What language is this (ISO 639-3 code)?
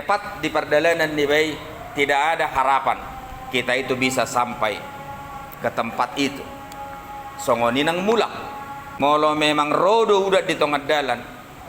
bbc